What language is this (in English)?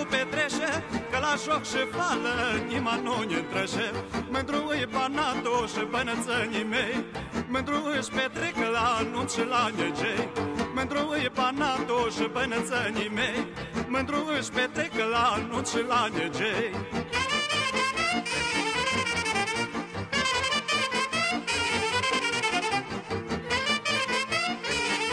Romanian